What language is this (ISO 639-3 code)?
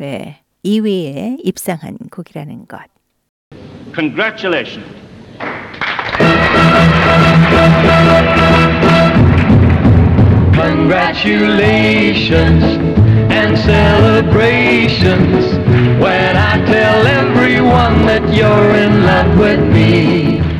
kor